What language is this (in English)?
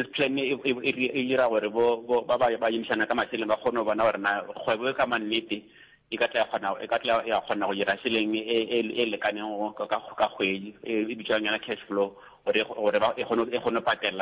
Northern Sotho